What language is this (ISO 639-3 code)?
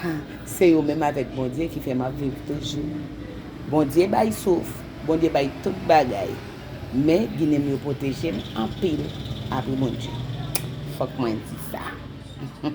hat